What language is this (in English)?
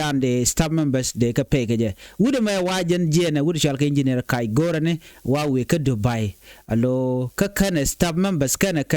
Nuer